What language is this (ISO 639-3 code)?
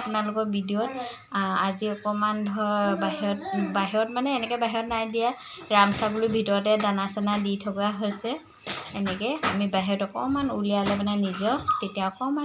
asm